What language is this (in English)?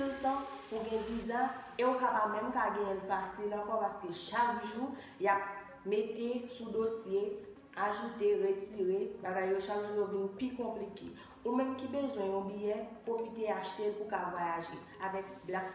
Haitian Creole